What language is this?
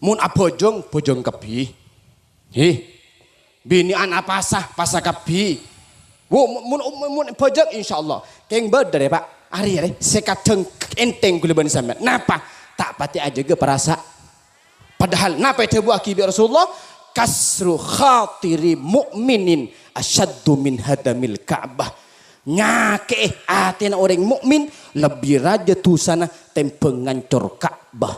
Madurese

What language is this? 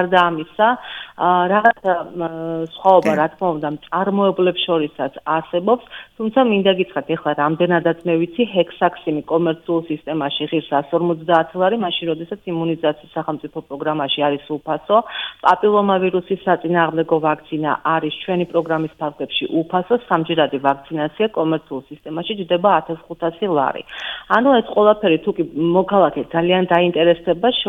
Georgian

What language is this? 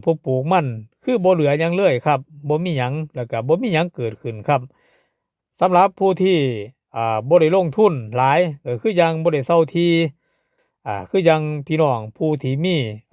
Northeastern Thai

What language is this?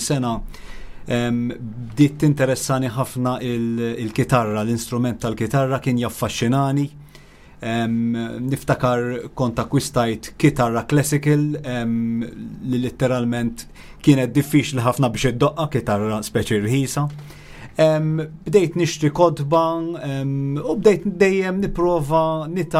Maltese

